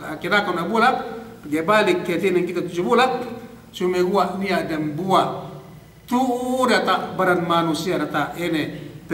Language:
Yakan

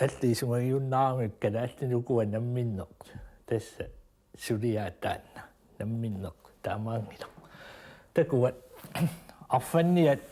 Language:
Kalaallisut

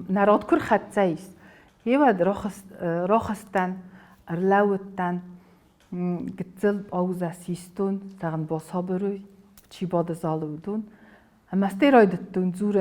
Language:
Ossetic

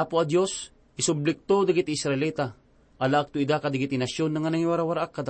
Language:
Iloko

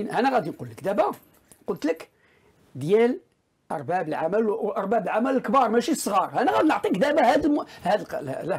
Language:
Moroccan Arabic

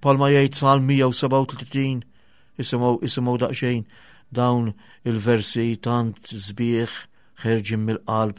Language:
Maltese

